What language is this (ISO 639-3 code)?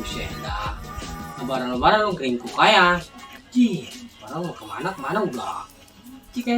bew